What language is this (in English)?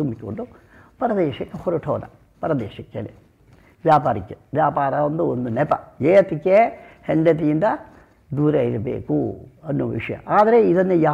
Kannada